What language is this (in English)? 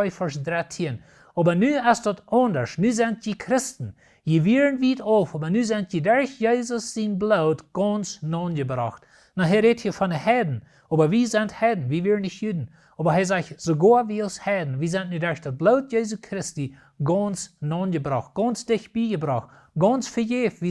Plautdietsch